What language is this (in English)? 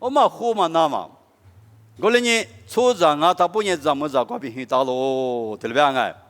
Lisu